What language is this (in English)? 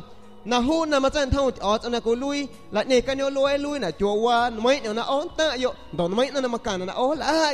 San Pedro Amuzgos Amuzgo